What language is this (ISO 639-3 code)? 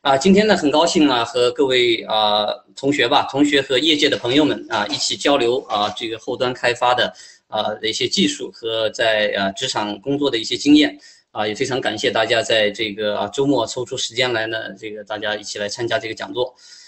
zho